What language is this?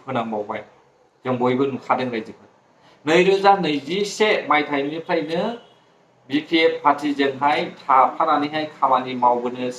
Bodo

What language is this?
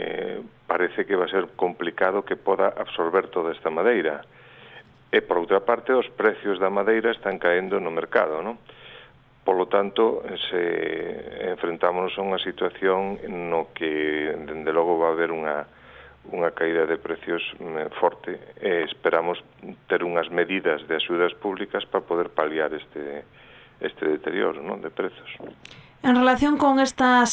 Galician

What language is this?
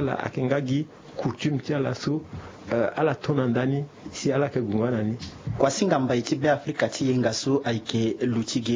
Sango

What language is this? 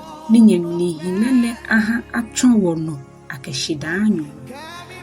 Ga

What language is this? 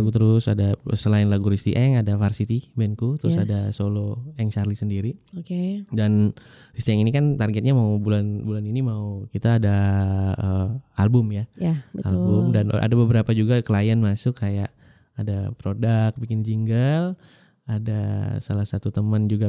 Indonesian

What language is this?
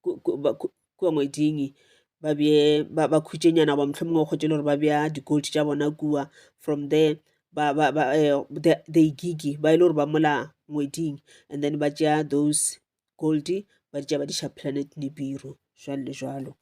Northern Sotho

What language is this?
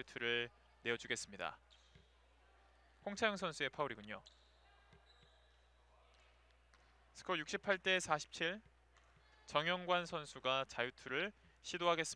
Korean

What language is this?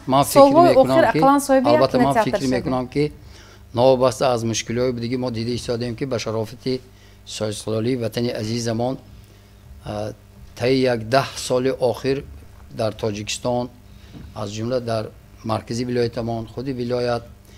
Tajik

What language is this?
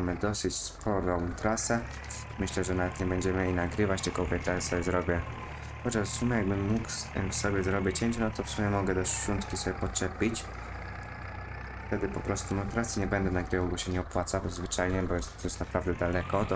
Polish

